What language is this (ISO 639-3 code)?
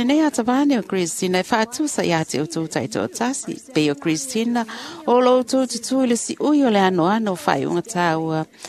smo